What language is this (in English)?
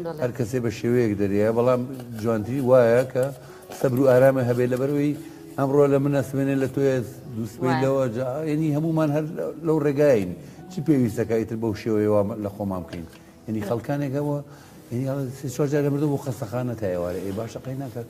Central Kurdish